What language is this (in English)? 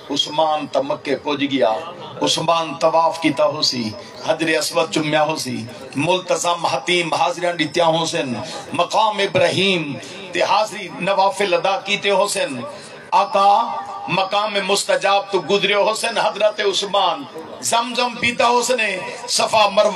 Saraiki